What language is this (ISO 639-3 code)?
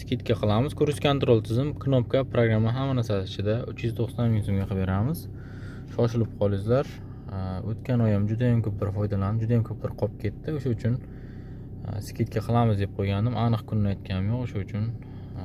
uzb